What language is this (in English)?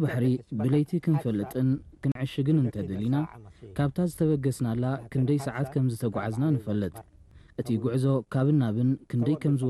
Tigrinya